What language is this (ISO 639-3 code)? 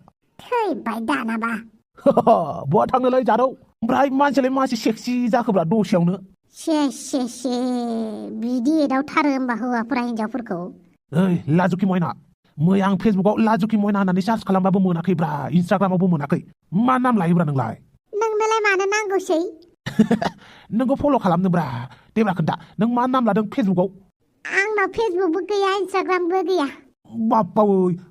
brx